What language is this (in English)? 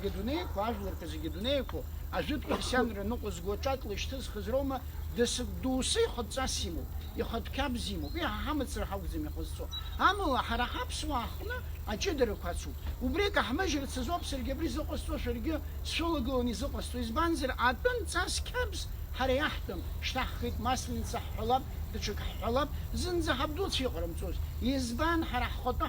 Abkhazian